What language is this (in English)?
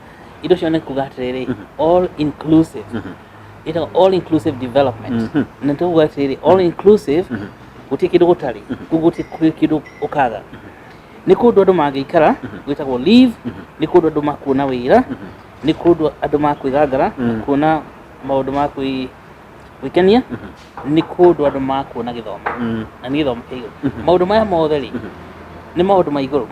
Kikuyu